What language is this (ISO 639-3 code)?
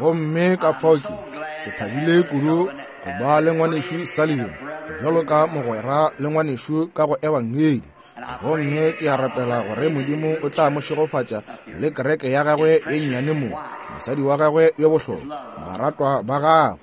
nso